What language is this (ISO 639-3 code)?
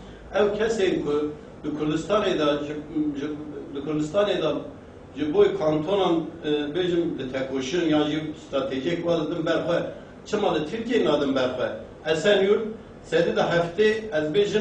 kur